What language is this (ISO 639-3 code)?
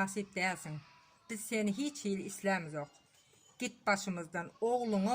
tuk